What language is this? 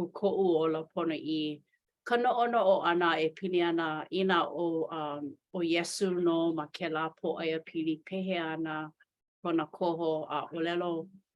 Hawaiian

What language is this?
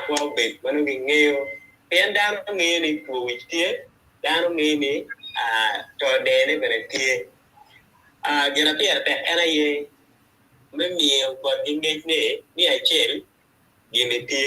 Acoli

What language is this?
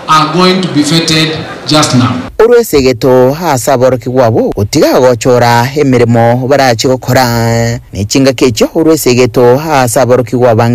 Gusii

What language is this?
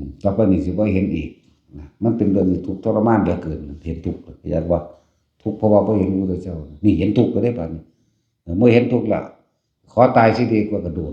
Northeastern Thai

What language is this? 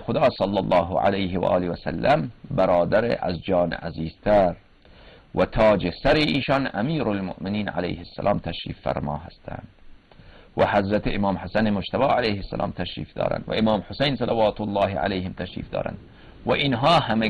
Persian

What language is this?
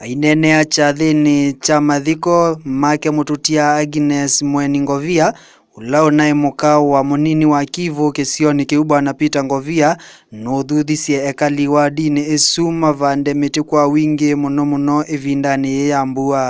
Kamba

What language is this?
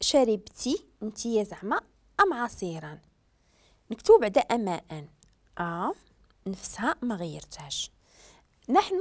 Moroccan Arabic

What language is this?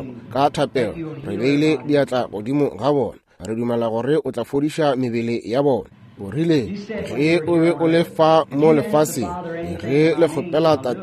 Northern Sotho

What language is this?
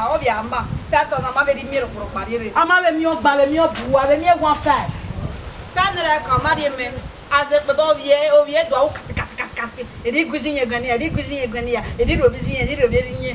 Bini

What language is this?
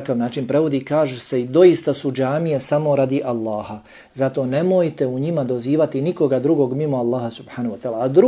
Bosnian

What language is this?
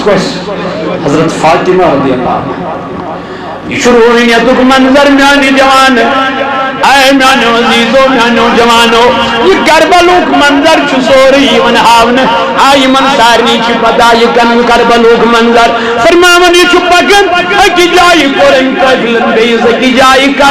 Kashmiri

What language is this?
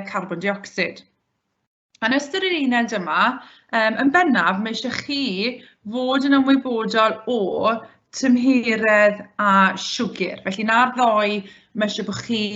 Welsh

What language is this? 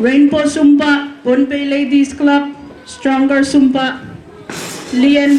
Pohnpeian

